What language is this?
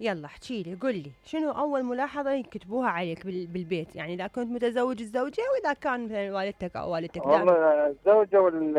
Mesopotamian Arabic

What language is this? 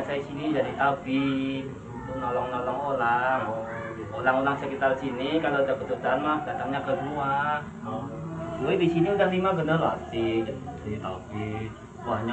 Betawi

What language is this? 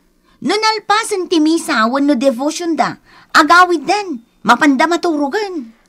Iloko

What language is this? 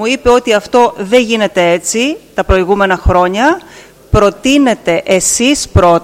Greek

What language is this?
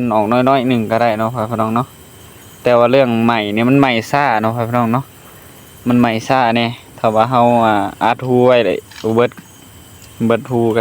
Northeastern Thai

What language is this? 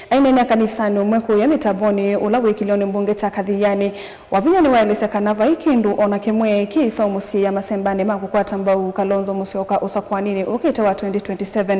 Kamba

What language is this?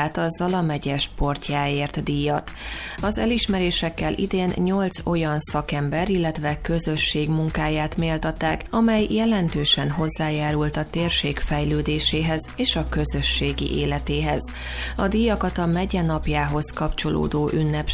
Hungarian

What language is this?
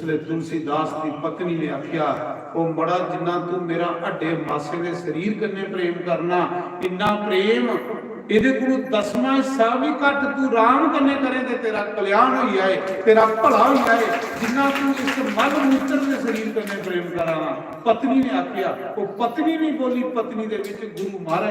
Dogri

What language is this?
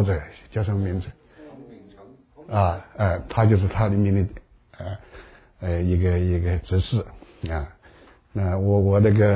Chinese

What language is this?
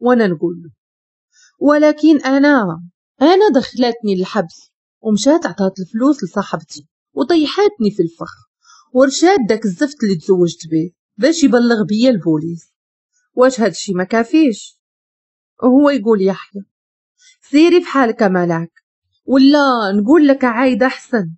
Moroccan Arabic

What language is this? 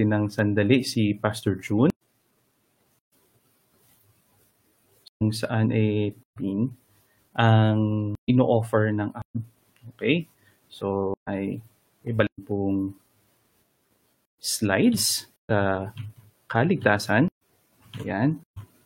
Filipino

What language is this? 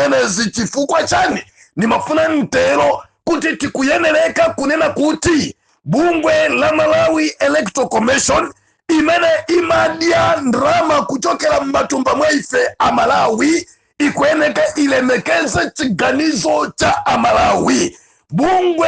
Nyanja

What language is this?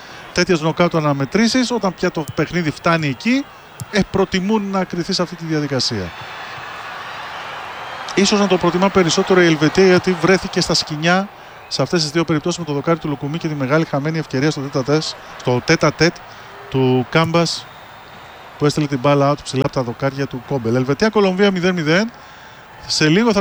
Greek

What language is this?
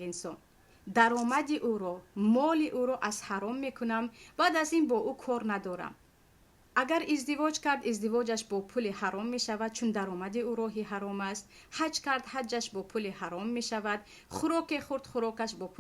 Tajik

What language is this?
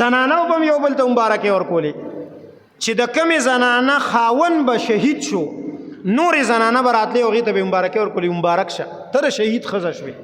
Pashto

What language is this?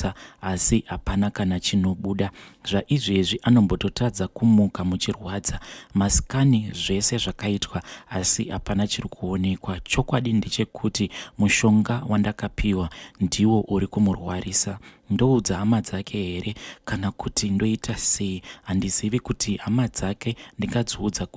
Shona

